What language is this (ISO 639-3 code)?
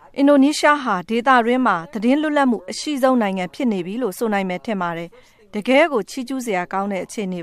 mya